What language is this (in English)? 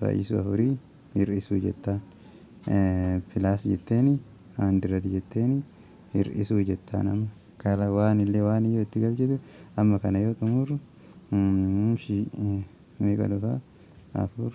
Oromo